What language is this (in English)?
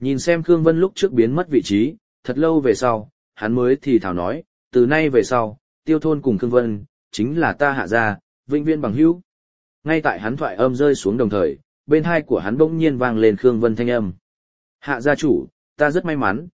Vietnamese